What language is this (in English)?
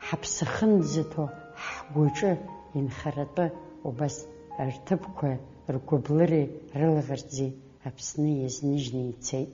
Abkhazian